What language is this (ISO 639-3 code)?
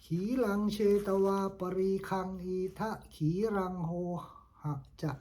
pli